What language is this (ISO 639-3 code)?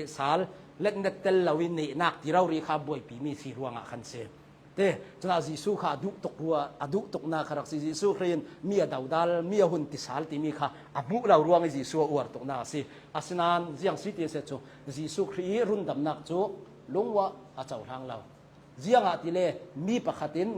cnh